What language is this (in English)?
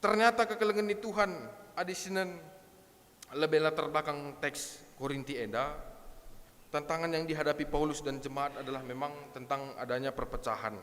Batak Karo